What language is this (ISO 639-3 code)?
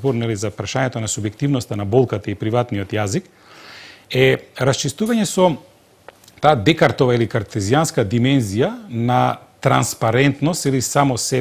mkd